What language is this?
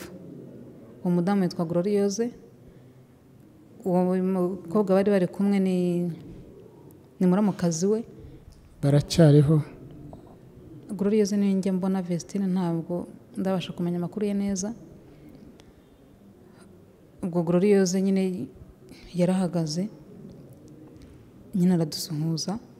Kinyarwanda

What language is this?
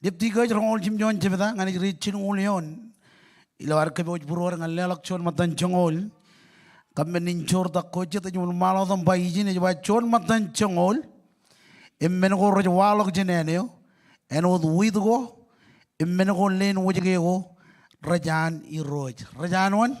Marshallese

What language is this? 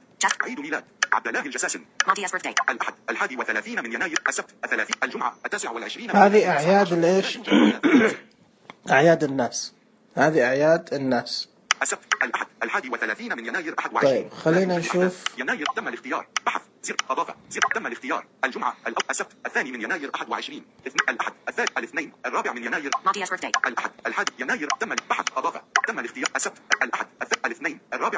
Najdi Arabic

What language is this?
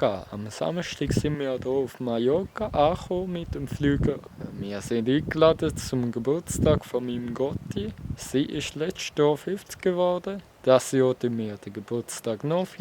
Swiss German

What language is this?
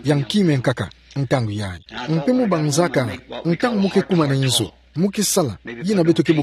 Kituba (Democratic Republic of Congo)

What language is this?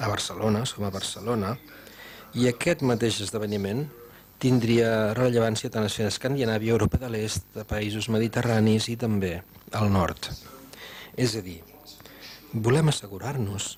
Catalan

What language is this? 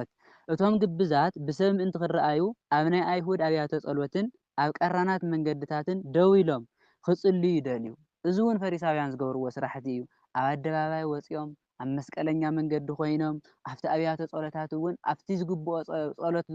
Tigrinya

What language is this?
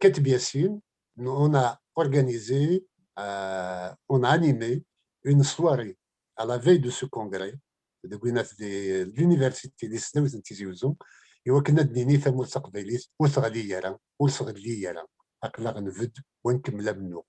Kabyle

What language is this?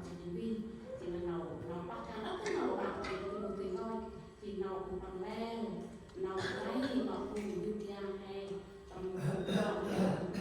Central Mnong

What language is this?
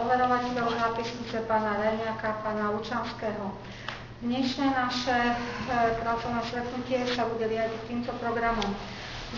Slovak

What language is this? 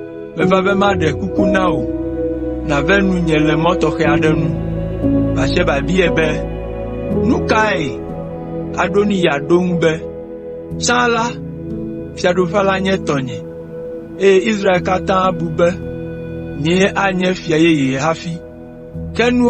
Ewe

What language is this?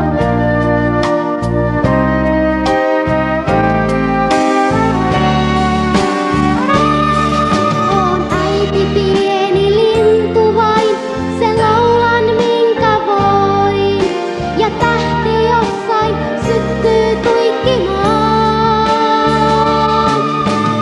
Finnish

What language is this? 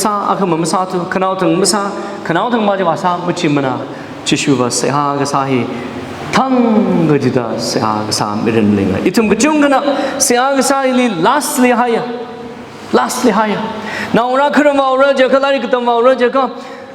Tangkhul Naga (India)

